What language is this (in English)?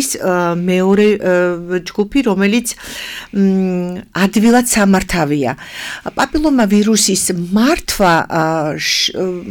Georgian